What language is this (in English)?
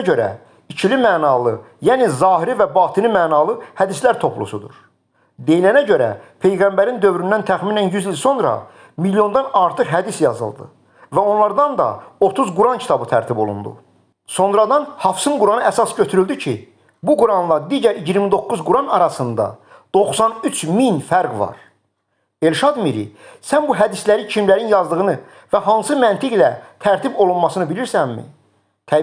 Azerbaijani